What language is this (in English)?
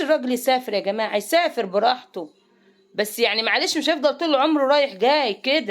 Egyptian Arabic